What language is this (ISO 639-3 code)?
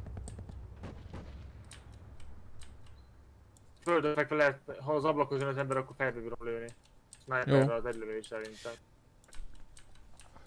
hun